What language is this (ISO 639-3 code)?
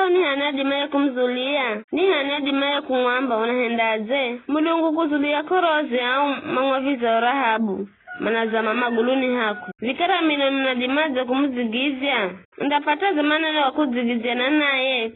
nyf